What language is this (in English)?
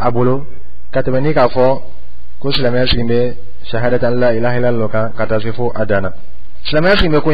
Dyula